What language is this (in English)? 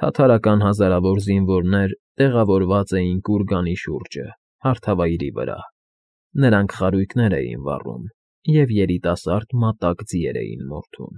Armenian